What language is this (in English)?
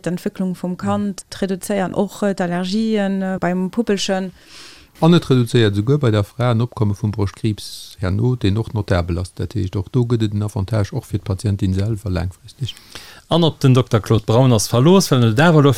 Luxembourgish